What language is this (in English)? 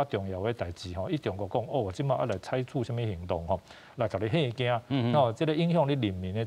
Min Nan Chinese